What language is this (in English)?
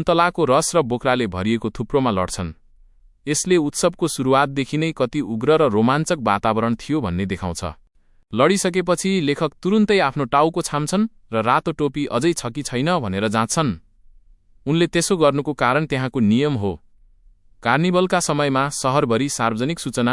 Nepali